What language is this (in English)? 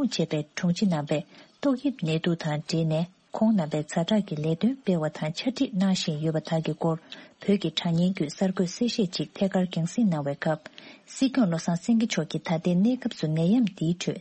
Tibetan